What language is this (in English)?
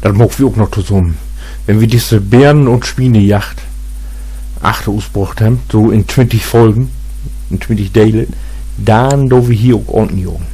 Low German